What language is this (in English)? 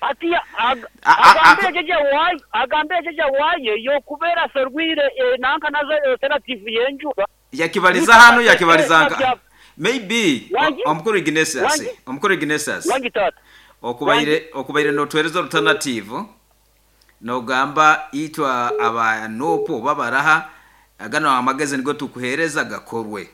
Nyoro